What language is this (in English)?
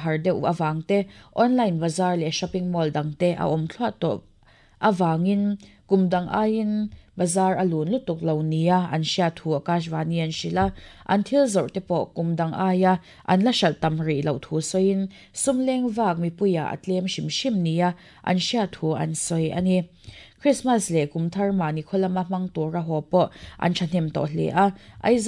Mizo